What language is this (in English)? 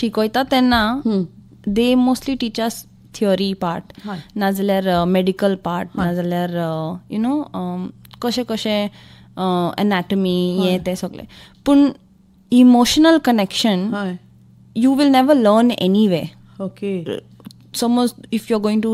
Konkani